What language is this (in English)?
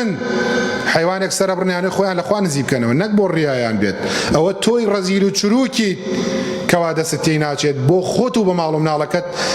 Central Kurdish